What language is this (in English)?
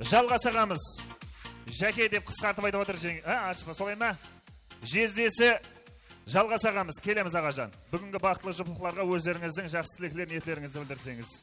Kara-Kalpak